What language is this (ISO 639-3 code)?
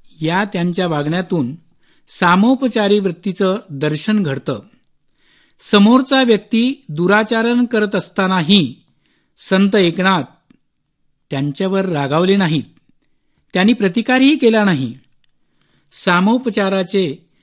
mar